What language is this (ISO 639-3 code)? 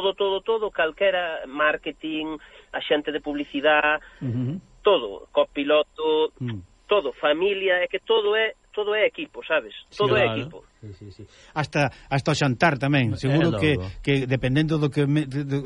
glg